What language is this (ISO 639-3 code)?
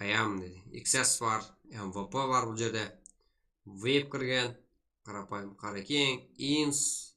kaa